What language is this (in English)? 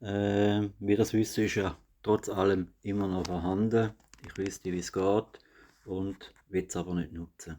Swiss German